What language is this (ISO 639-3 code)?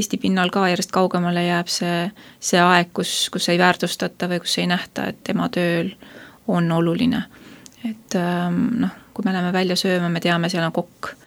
est